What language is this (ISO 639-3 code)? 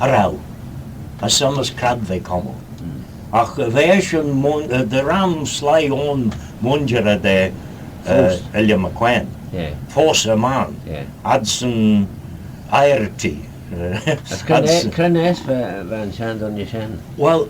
glv